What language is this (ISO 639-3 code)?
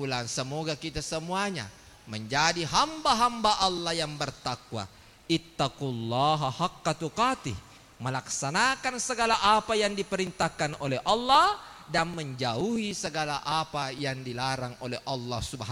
bug